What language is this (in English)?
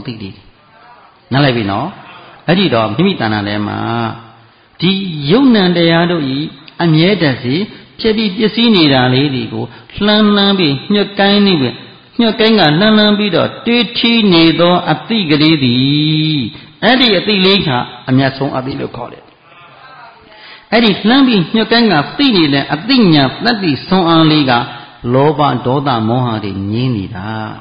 Burmese